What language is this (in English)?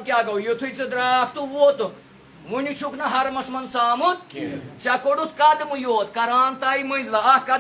Kashmiri